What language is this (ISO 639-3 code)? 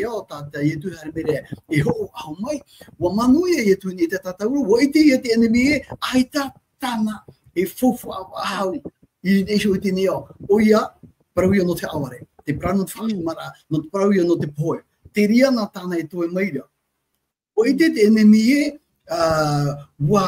tah